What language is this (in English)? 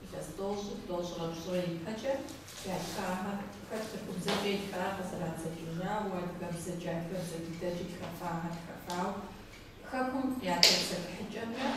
Kabardian